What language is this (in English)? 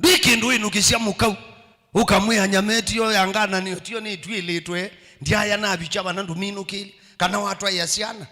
Kamba